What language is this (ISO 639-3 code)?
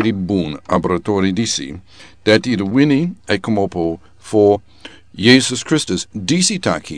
srn